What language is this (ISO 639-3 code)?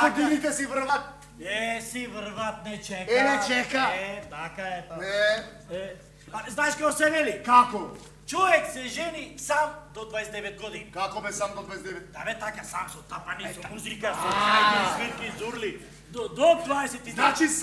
mkd